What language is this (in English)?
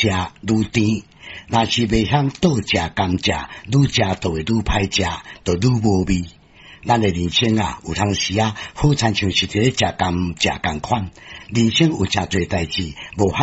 Min Nan Chinese